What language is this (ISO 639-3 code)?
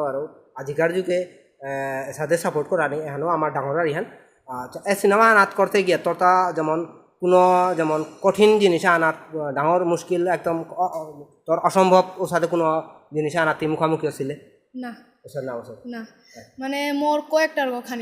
bpy